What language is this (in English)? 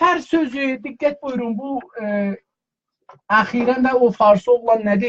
South Azerbaijani